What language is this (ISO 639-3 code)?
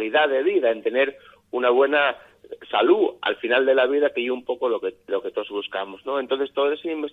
ast